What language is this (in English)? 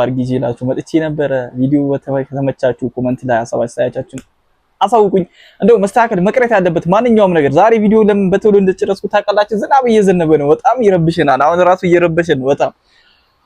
Amharic